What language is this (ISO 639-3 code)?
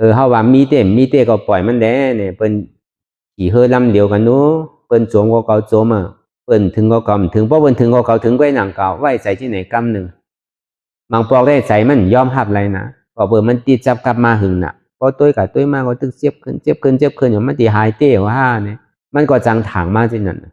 shn